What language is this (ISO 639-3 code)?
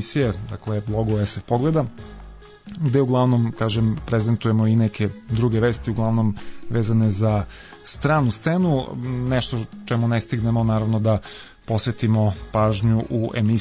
srp